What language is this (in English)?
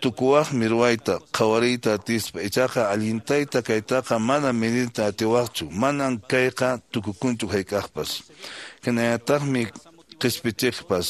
Quechua